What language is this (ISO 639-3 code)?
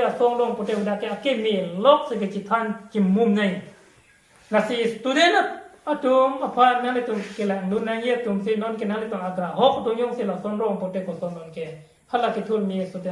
mjw